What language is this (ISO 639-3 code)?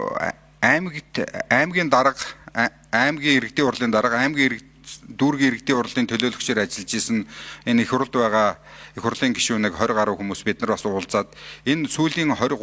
mon